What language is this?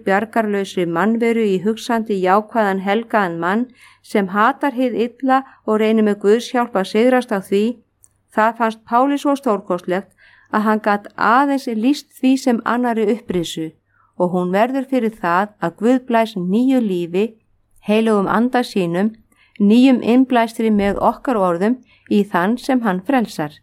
Icelandic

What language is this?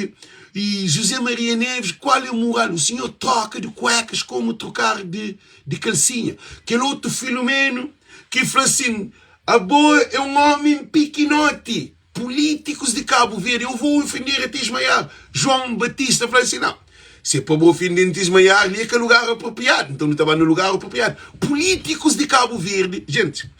Kabuverdianu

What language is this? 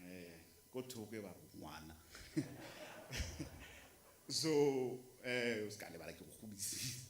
Tswana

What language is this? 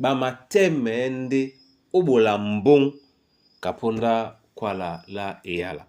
Duala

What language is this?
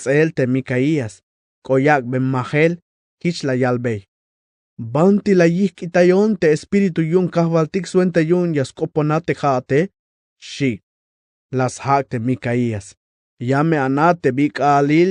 Tzeltal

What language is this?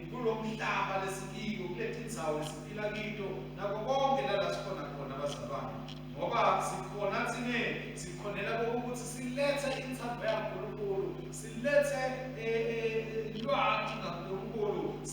Swati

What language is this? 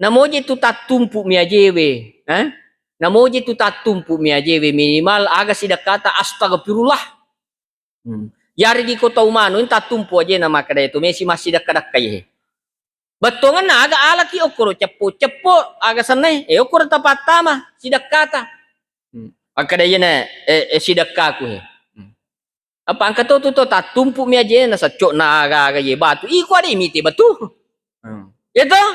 Buginese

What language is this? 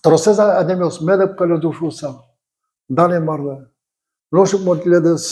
Udmurt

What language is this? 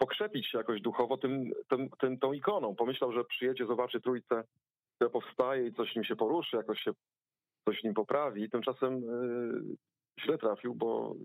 Polish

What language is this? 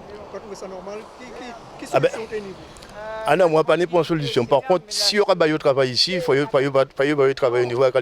Guadeloupean Creole French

